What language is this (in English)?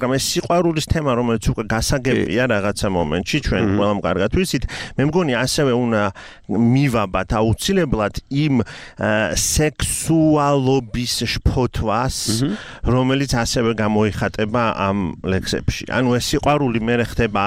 Georgian